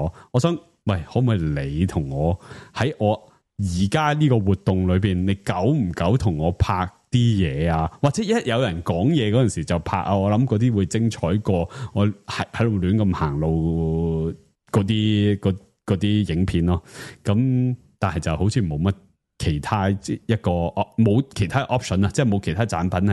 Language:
Cantonese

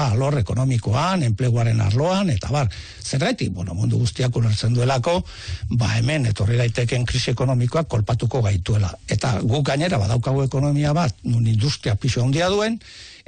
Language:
Basque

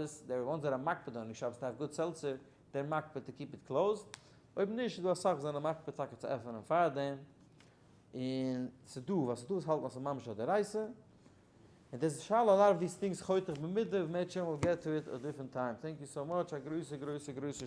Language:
Yiddish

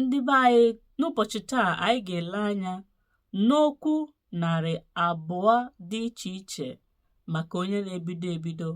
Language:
Igbo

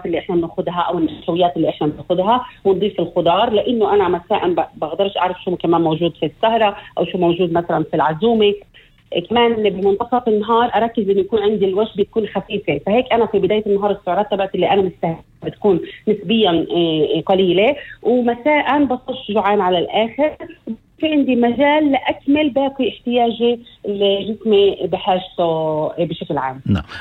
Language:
North Levantine Arabic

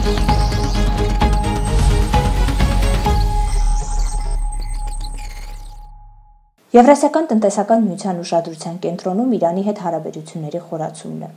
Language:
Armenian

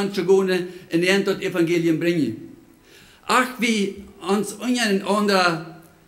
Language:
Plautdietsch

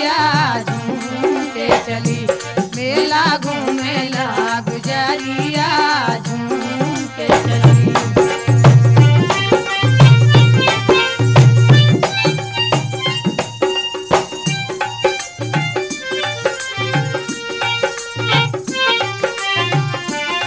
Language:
Bhojpuri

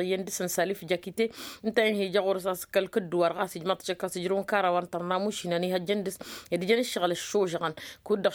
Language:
Tamasheq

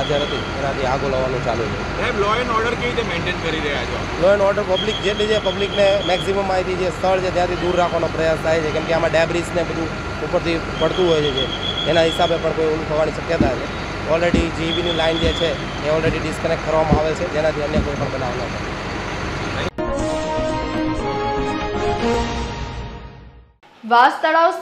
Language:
Gujarati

